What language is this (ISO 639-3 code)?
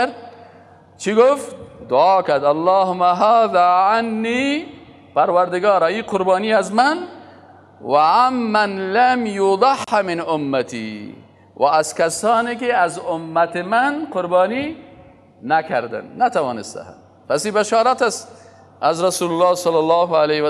fas